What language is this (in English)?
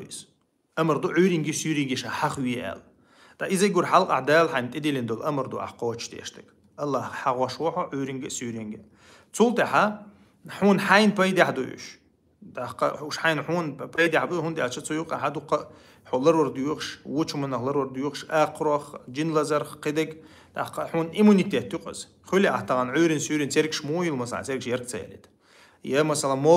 Chechen